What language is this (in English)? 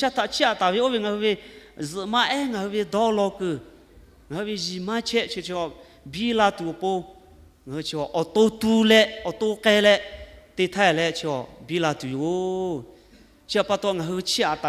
Lahu